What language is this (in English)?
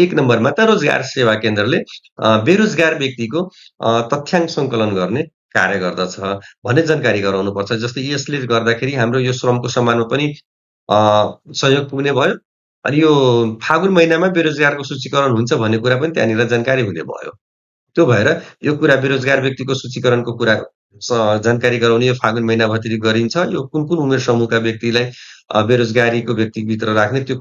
Nepali